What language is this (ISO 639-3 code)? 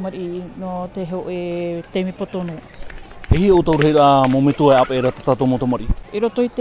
tah